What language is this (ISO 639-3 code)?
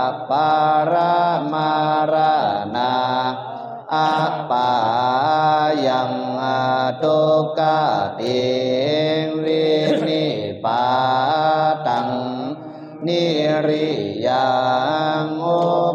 pli